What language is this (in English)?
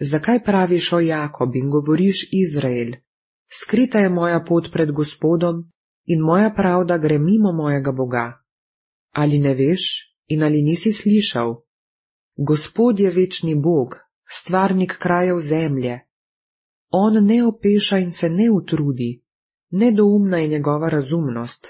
Slovenian